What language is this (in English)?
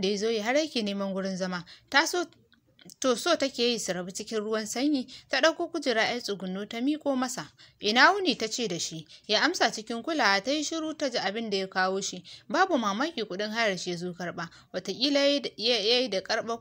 Hausa